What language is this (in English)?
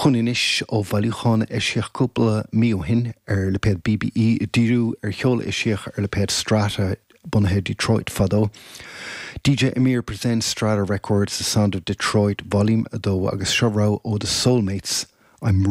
Irish